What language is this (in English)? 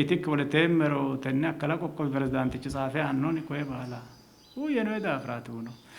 Sidamo